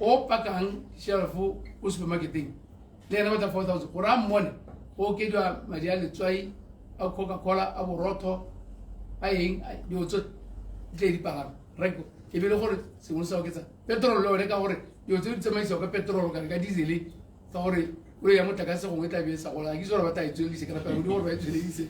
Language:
Tswana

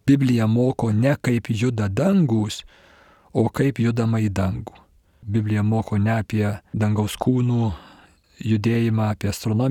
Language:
Lithuanian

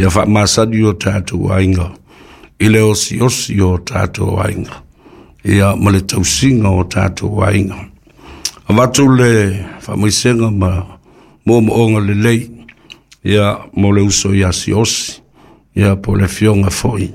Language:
Samoan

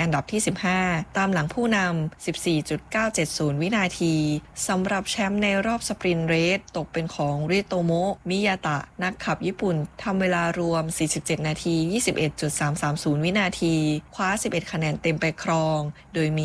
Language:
Thai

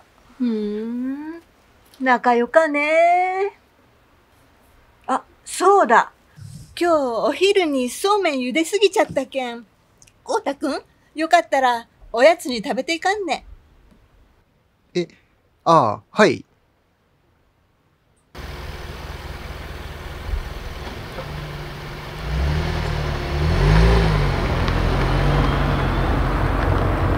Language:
Japanese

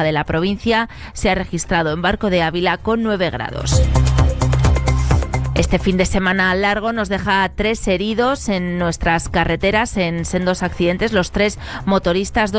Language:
Spanish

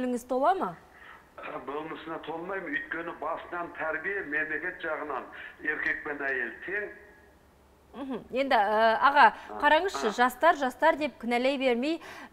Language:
Kazakh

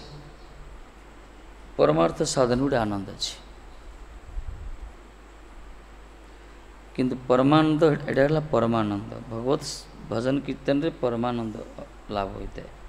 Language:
Odia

